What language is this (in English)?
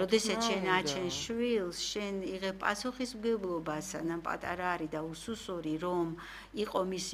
Georgian